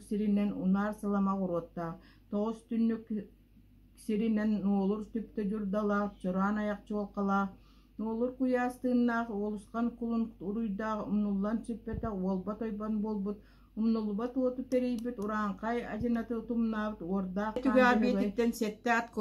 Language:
Yakut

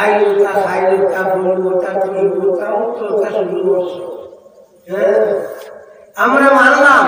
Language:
Sylheti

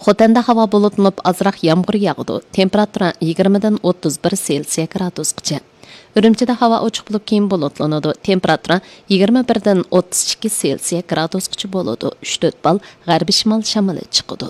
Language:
Uyghur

